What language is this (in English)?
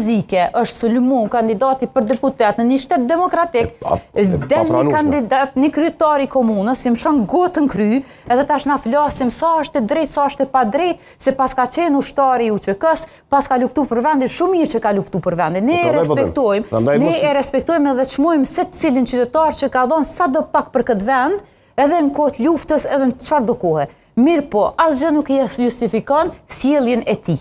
Albanian